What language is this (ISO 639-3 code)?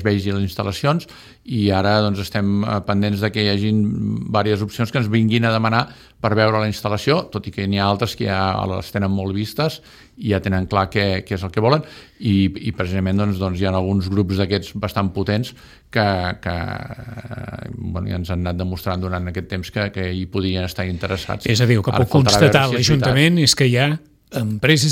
cat